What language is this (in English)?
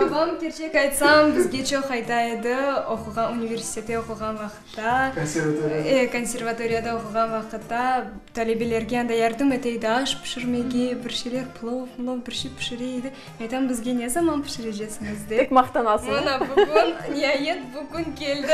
Crimean Tatar